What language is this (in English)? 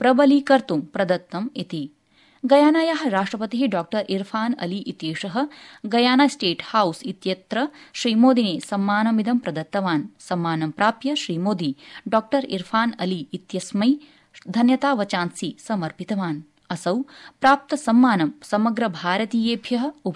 Sanskrit